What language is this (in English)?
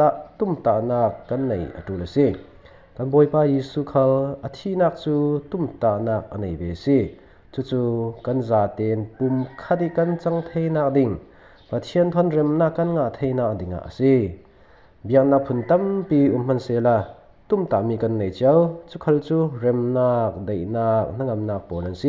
Falam Chin